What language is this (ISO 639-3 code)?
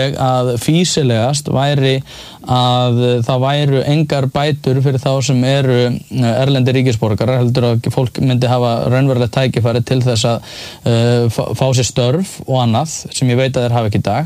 isl